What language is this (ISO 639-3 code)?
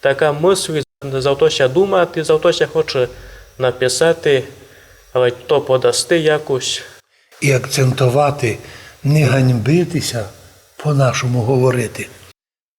rue